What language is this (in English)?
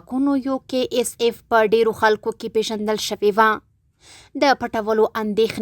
Pashto